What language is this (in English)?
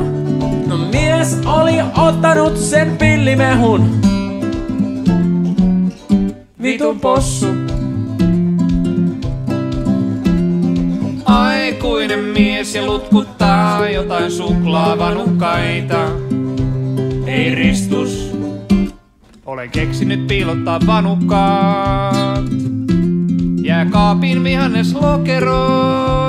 Finnish